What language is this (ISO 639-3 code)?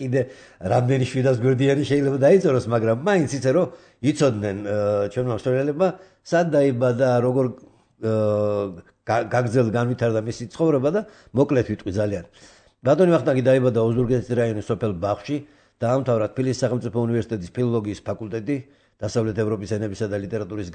kat